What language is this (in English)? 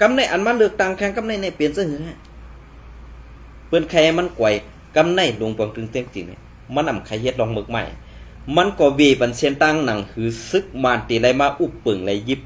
Shan